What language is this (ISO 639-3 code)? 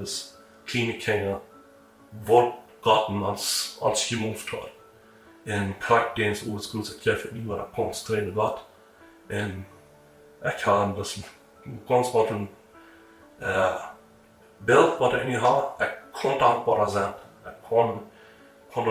pdt